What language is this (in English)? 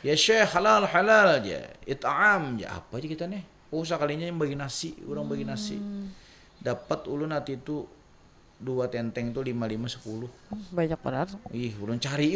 Banjar